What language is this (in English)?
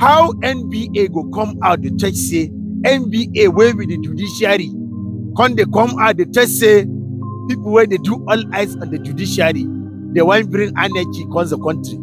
Nigerian Pidgin